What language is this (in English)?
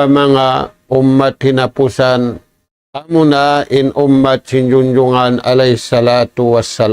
Tausug